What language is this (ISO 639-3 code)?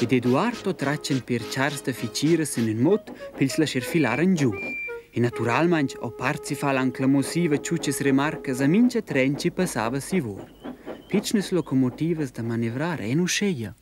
roh